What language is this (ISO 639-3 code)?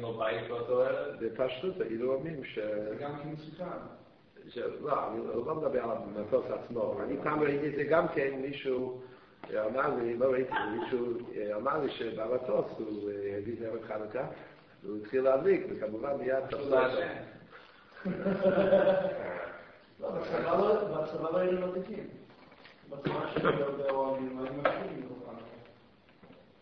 heb